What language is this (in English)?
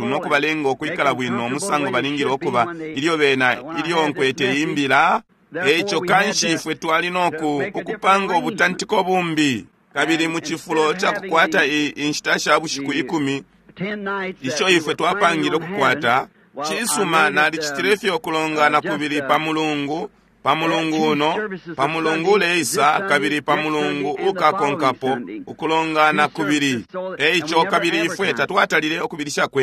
Bemba